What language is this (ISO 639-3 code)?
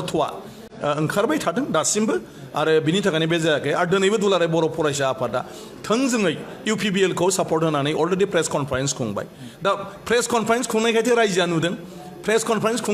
brx